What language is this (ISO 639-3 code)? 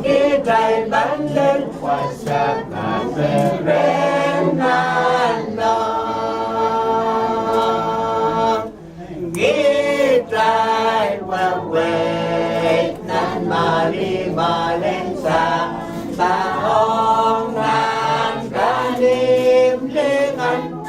pon